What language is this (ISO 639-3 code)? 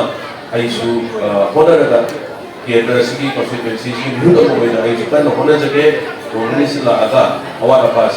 mni